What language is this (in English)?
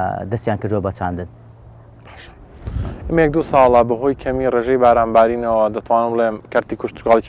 Central Kurdish